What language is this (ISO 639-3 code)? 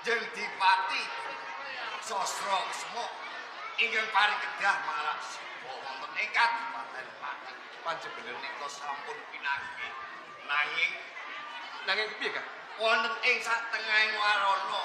jav